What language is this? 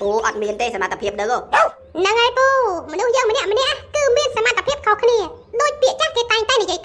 Khmer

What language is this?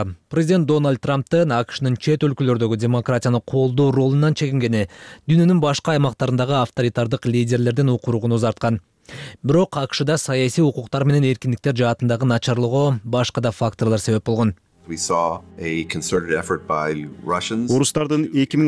Kyrgyz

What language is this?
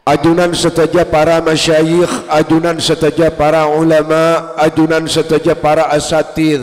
Madurese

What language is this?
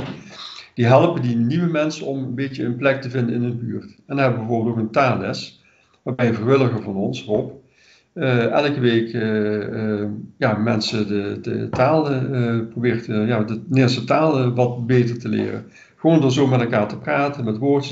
Dutch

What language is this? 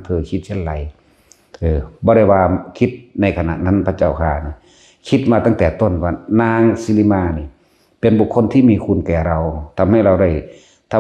Northeastern Thai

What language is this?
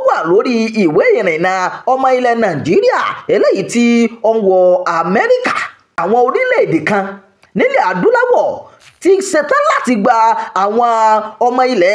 Yoruba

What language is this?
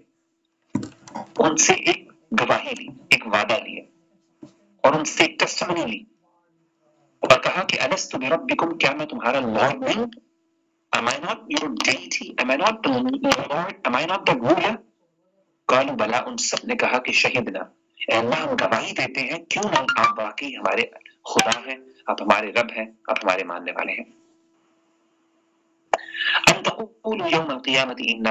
Urdu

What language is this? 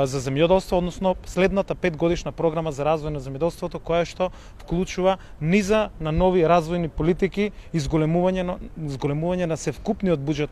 Macedonian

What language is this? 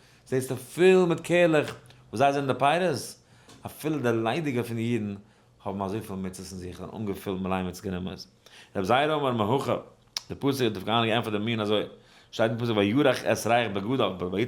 Yiddish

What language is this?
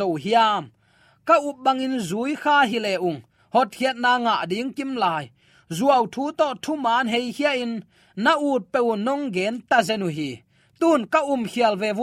Tedim Chin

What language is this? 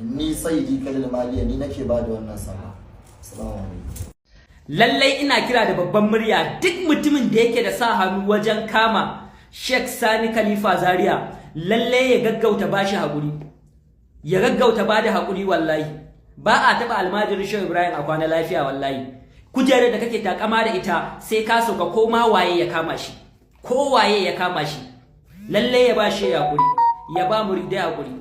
Hausa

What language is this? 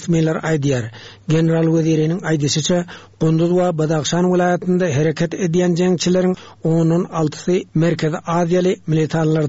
Turkmen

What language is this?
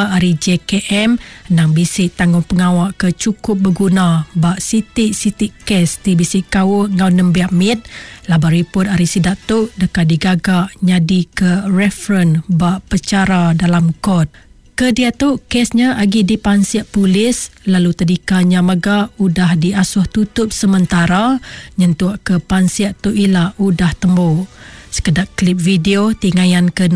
Iban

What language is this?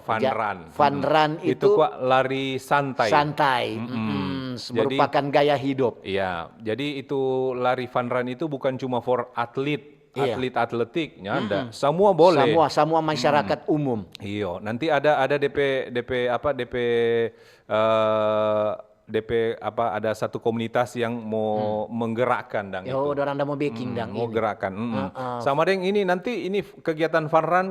Manado Malay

